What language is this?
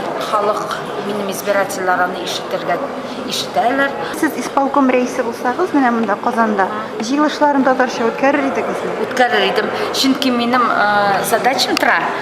Tatar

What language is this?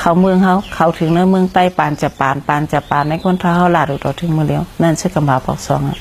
Shan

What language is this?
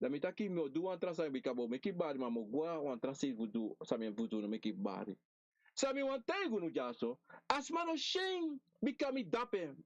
Sranan Tongo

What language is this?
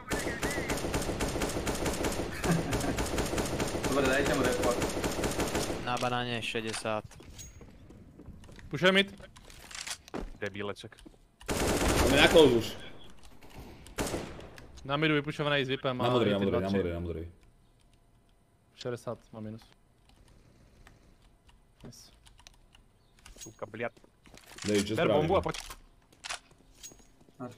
Slovak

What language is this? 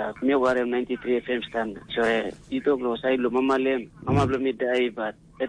Tok Pisin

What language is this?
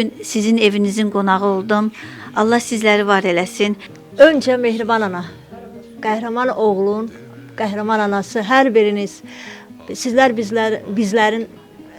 Azerbaijani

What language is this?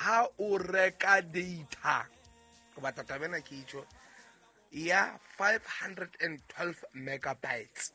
Southern Sotho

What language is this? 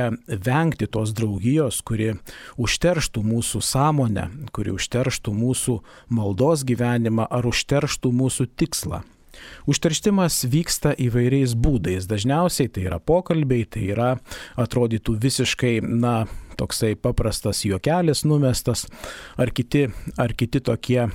Lithuanian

